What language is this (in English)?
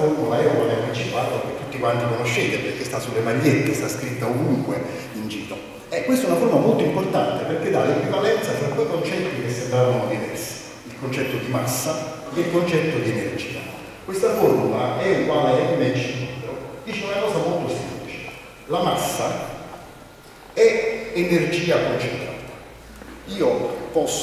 Italian